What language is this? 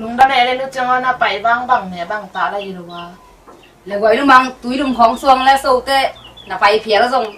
Tedim Chin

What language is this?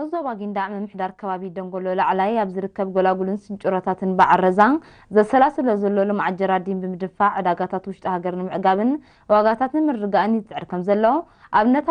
Tigrinya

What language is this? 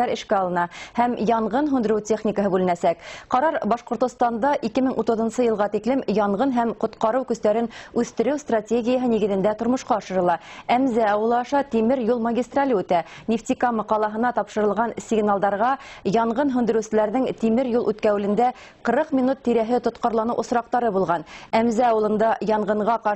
Bashkir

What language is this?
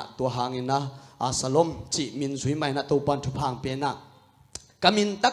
Tedim Chin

